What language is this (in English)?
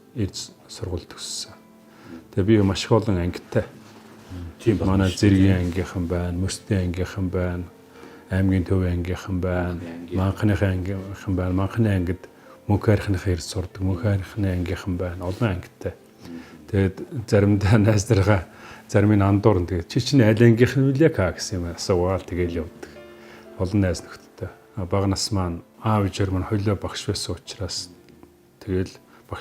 Mongolian